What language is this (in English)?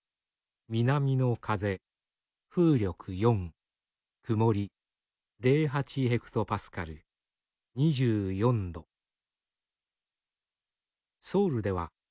Japanese